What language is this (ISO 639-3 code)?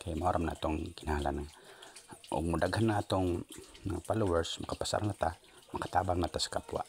ceb